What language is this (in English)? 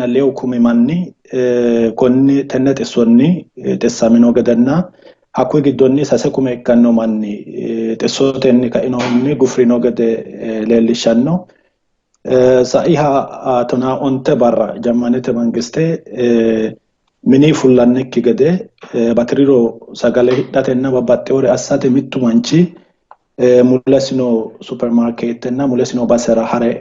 Sidamo